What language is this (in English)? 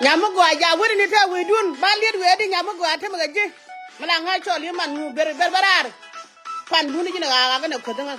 Nuer